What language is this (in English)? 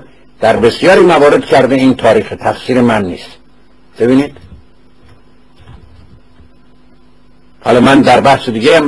Persian